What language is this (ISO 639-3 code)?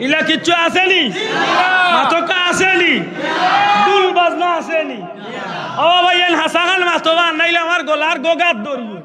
syl